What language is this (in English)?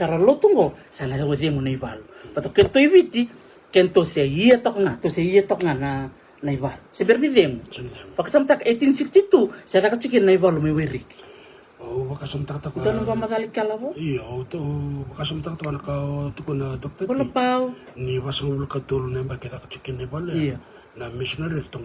Fijian